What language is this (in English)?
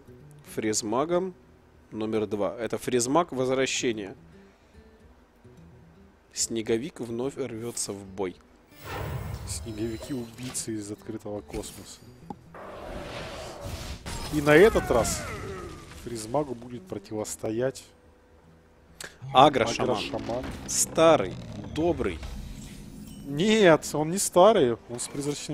Russian